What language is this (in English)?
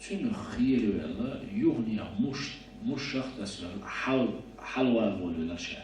Chechen